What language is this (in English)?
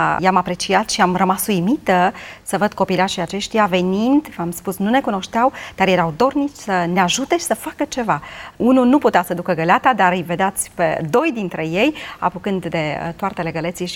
Romanian